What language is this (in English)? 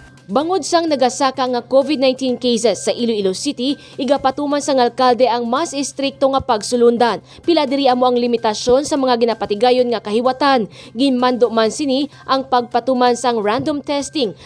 Hiligaynon